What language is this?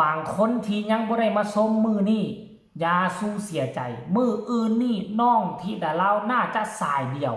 Northeastern Thai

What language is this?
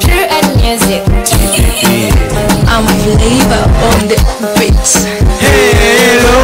Nyanja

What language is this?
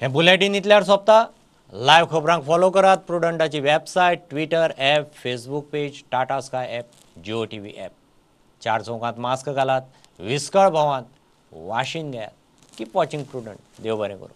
Konkani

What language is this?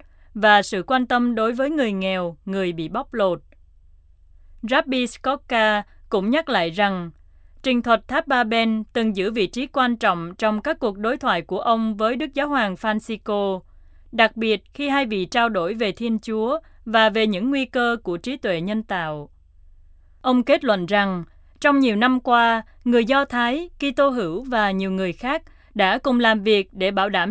Vietnamese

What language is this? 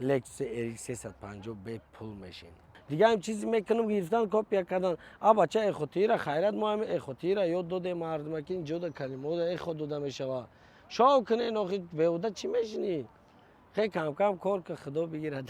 Tajik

